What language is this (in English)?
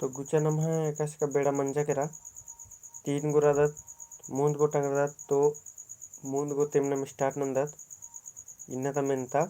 Kurukh